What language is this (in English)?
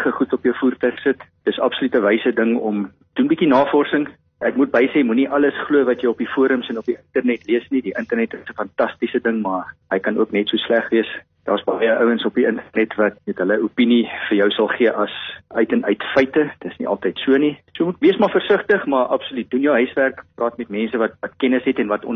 Afrikaans